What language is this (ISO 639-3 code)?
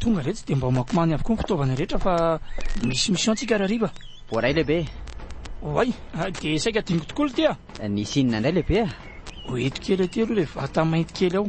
mlg